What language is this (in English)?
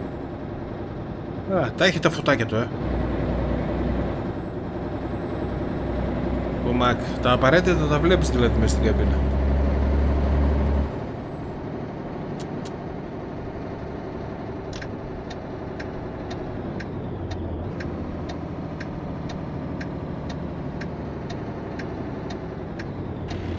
Greek